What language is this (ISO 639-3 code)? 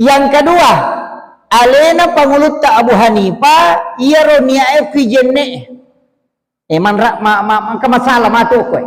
bug